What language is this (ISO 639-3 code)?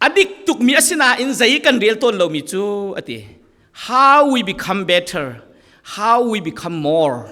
cfm